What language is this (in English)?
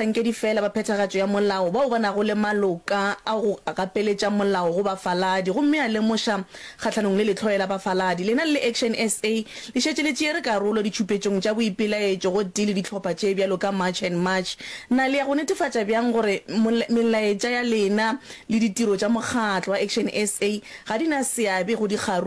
Northern Sotho